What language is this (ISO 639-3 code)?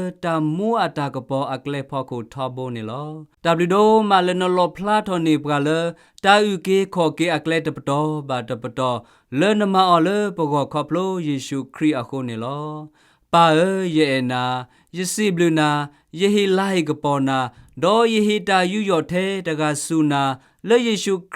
ksw